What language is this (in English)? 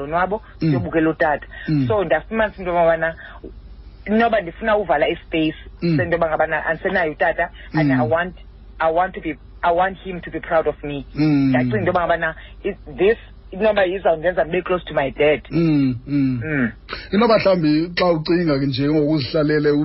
Xhosa